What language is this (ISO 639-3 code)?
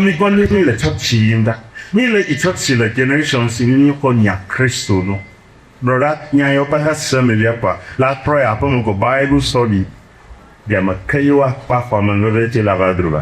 ewe